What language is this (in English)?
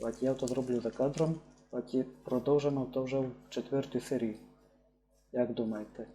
Rusyn